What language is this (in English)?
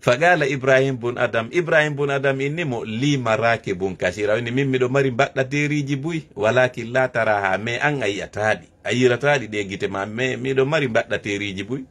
Fula